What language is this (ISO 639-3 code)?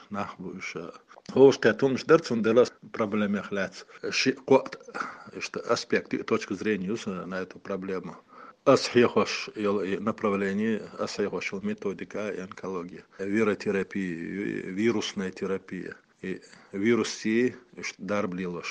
che